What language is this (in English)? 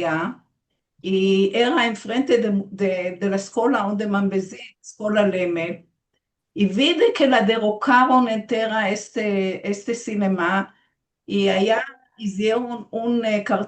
Ladino